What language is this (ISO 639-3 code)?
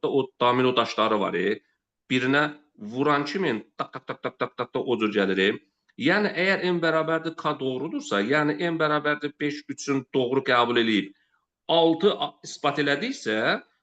aze